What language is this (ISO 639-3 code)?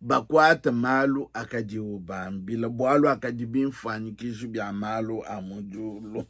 lua